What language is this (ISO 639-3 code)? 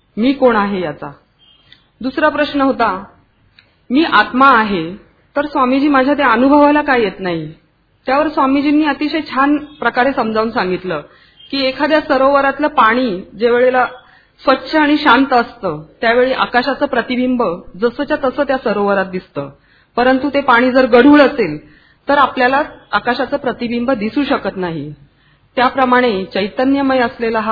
mar